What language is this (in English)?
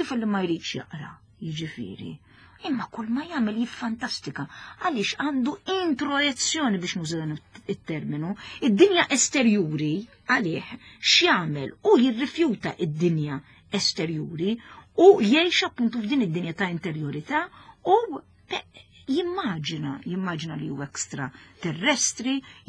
Maltese